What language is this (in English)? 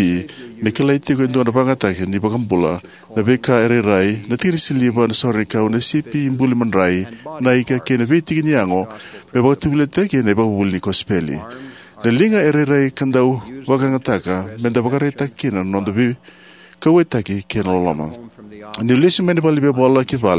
Fijian